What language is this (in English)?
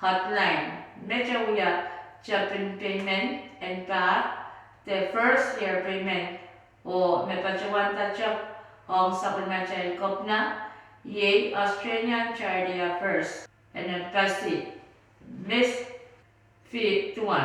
Pohnpeian